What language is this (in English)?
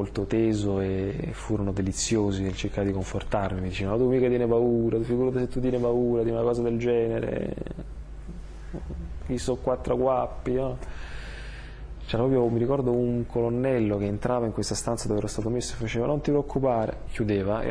Italian